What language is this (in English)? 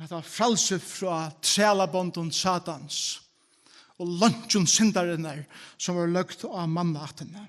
Faroese